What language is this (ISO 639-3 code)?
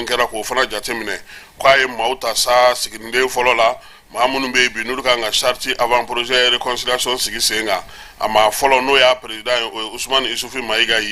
bam